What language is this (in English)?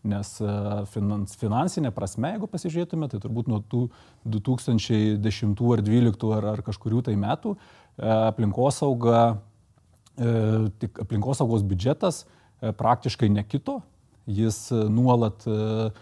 Lithuanian